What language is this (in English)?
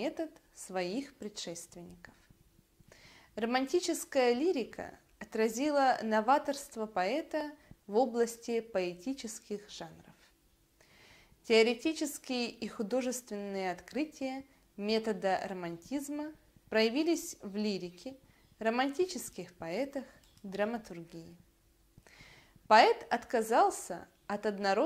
Russian